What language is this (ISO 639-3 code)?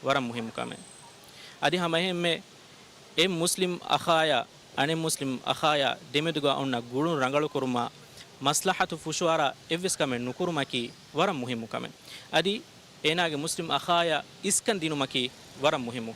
div